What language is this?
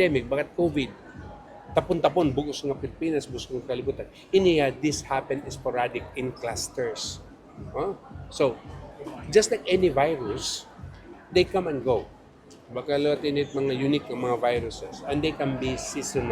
Waray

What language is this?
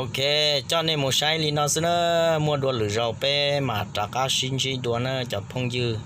Hmong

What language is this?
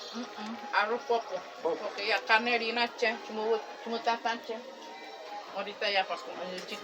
Bribri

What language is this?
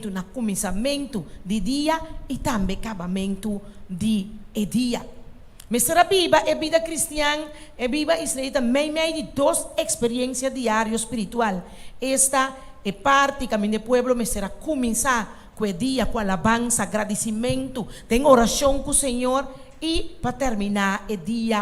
Papiamento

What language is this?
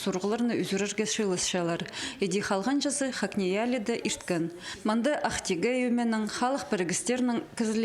Khakas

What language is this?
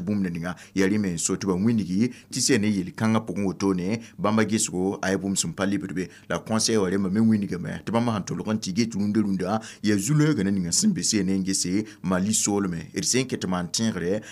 Mossi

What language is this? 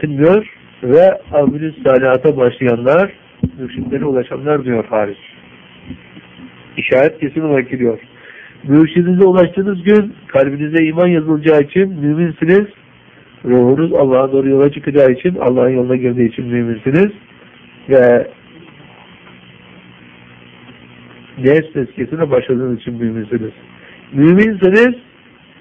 Turkish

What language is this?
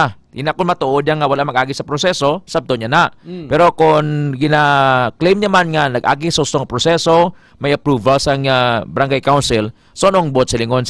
Hiligaynon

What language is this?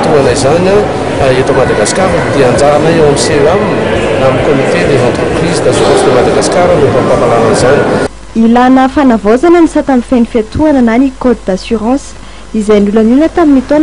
Malagasy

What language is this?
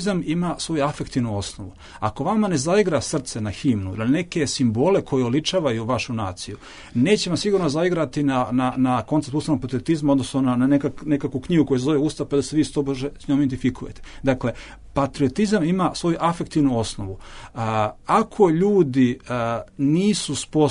Bosnian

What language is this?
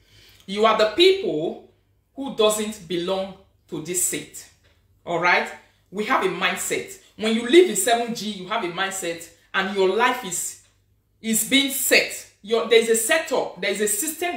Nigerian Pidgin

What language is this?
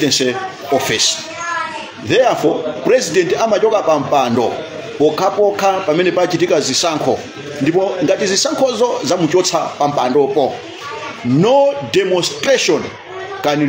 Nyanja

